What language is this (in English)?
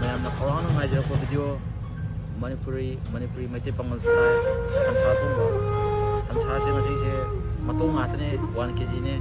Manipuri